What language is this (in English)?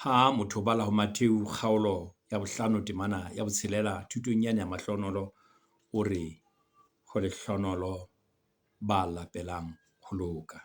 Southern Sotho